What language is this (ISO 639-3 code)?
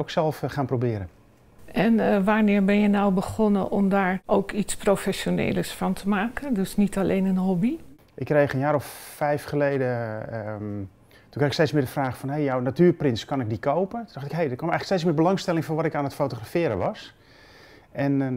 nld